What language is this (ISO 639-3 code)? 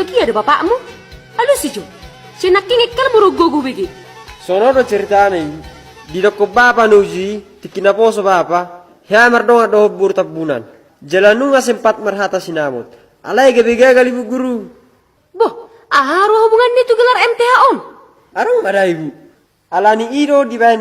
bbc